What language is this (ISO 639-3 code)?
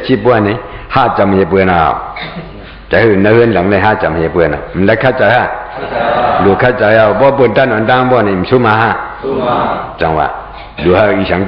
shn